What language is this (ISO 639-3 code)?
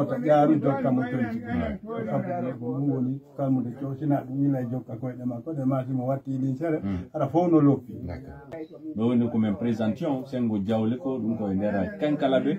ful